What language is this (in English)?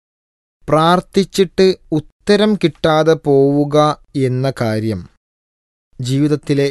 Malayalam